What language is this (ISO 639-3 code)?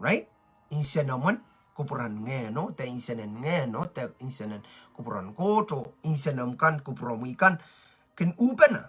pon